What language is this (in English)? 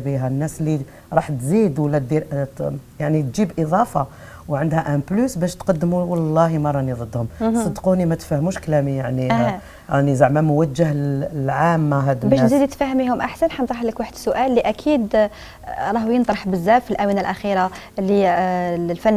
Algerian Arabic